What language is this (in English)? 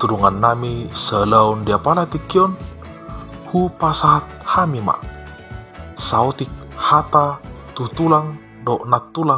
Batak Toba